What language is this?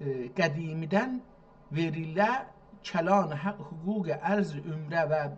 South Azerbaijani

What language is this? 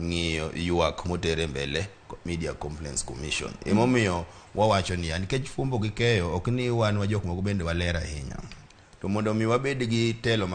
Luo (Kenya and Tanzania)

